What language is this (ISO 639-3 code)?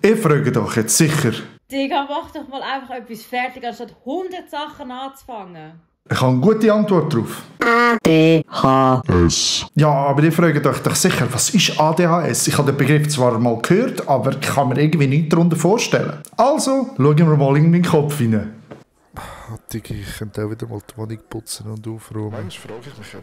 gsw